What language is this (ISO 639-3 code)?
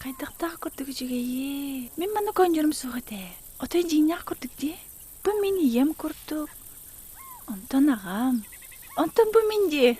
sah